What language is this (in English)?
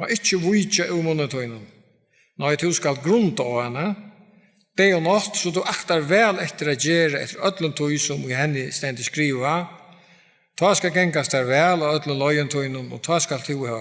Faroese